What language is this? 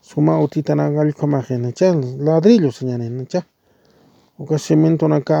Aymara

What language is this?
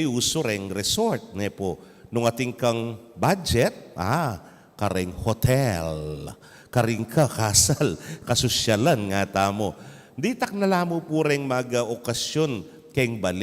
Pampanga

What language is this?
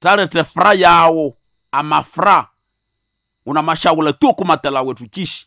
Nande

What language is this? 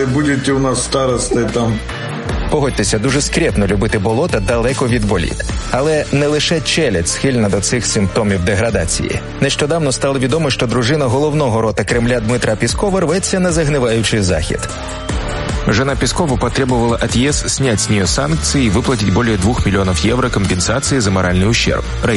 Ukrainian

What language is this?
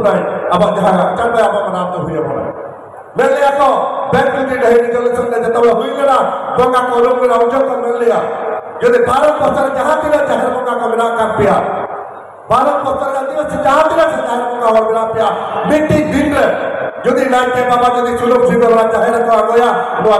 Santali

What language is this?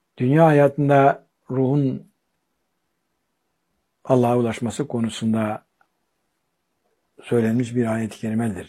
Turkish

